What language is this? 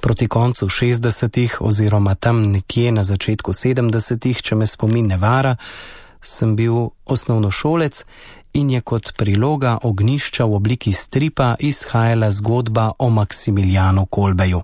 Slovenian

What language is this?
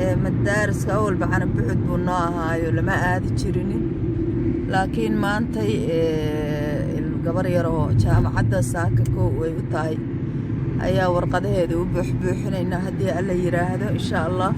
Somali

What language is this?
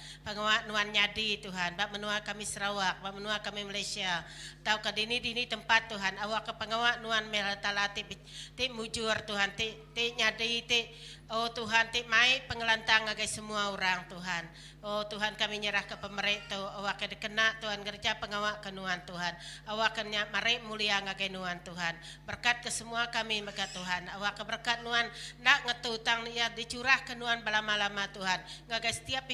Iban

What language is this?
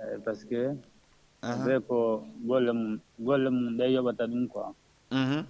Fula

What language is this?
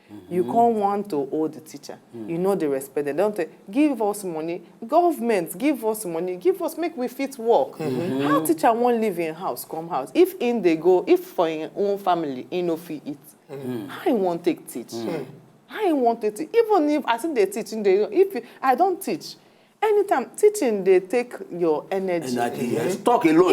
Nigerian Pidgin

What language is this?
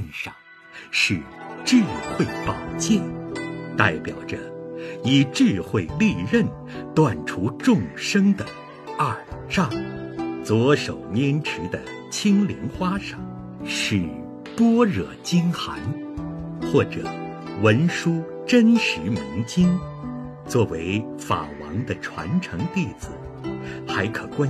Chinese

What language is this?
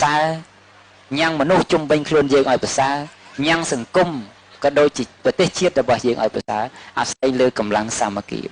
Khmer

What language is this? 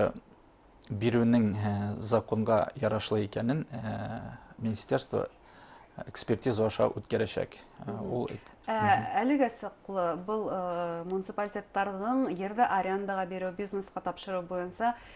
Bashkir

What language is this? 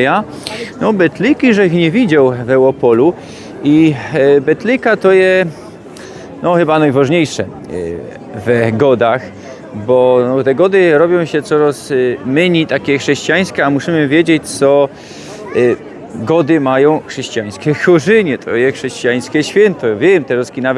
Silesian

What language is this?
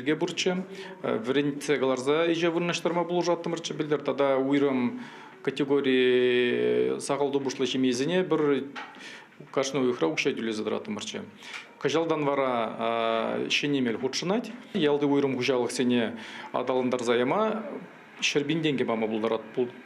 Chuvash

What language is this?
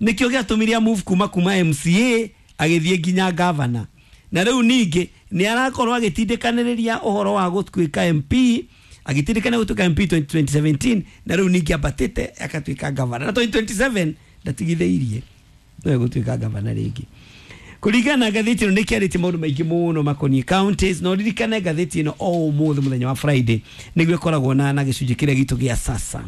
Kikuyu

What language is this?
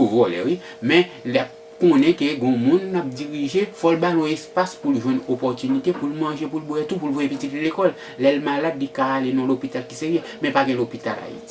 Haitian Creole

